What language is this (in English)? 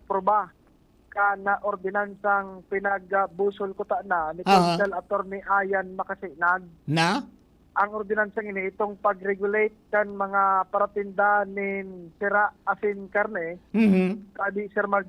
Bikol